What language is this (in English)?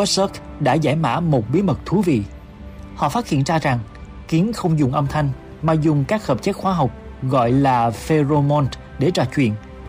Vietnamese